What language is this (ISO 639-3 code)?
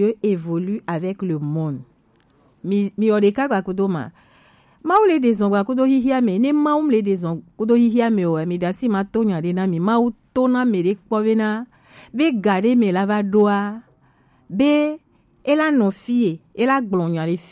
gej